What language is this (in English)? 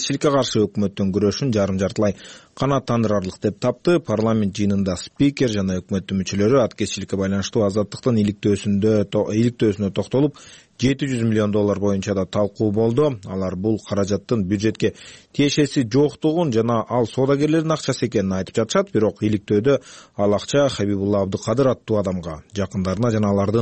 Kyrgyz